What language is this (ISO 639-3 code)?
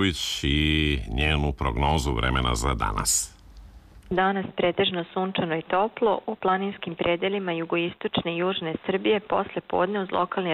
srp